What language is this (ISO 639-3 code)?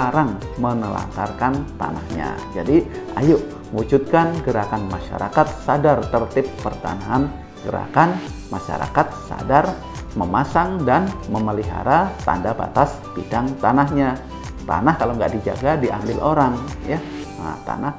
ind